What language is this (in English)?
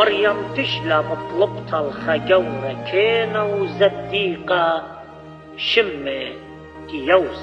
Assyrian Neo-Aramaic